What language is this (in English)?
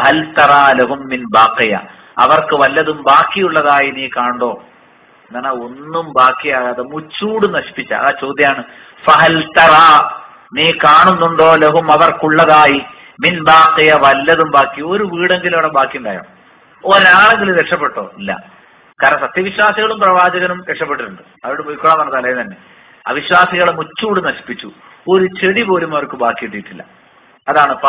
Malayalam